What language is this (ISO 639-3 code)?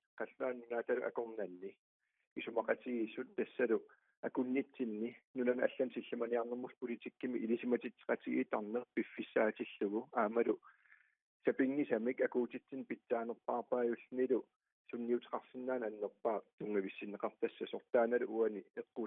kal